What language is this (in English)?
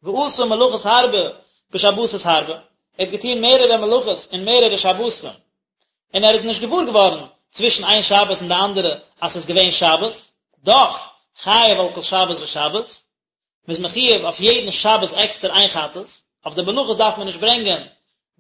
Yiddish